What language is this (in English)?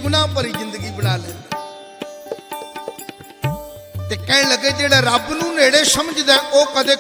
Punjabi